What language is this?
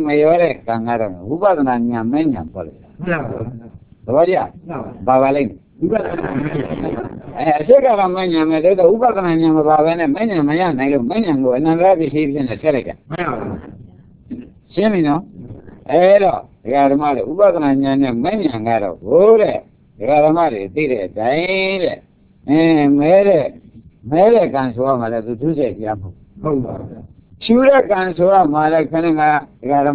Burmese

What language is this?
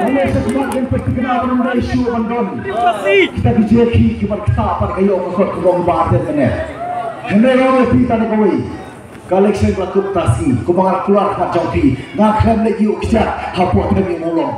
Khasi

